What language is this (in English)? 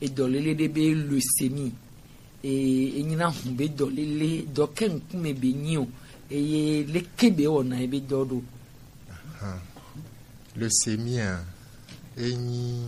Gen